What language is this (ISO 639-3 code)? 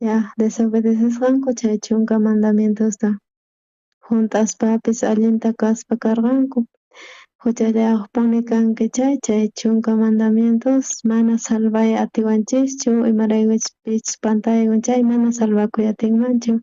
quh